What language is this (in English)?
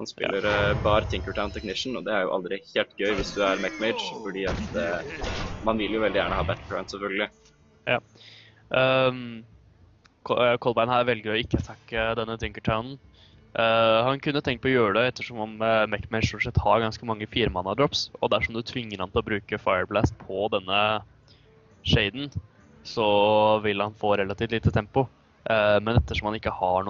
Norwegian